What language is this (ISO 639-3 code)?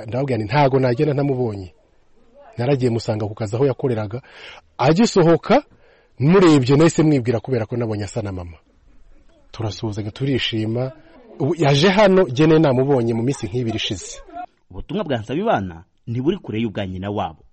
kin